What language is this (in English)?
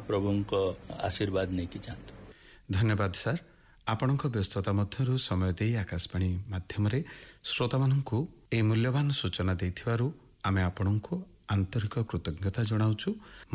Odia